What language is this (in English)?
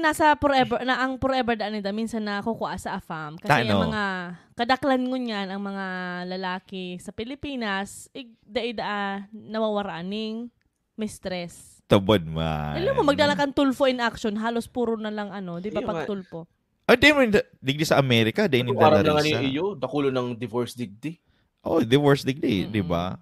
Bikol